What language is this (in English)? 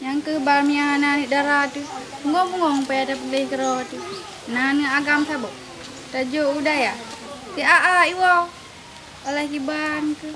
Achinese